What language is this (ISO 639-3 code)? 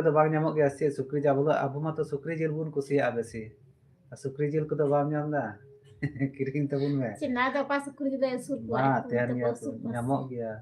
sat